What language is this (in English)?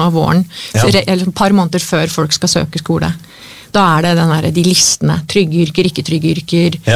Norwegian